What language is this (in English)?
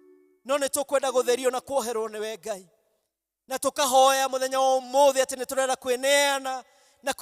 Kikuyu